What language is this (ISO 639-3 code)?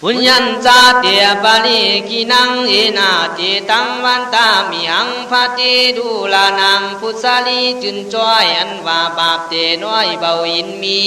kkh